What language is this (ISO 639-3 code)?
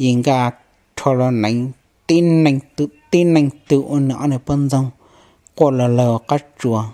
hmn